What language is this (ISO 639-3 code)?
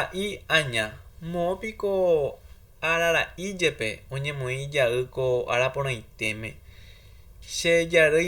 grn